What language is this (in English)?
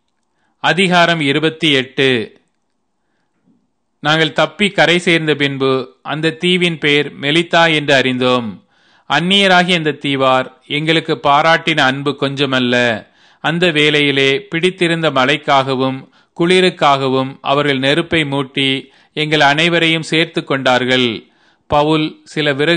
Tamil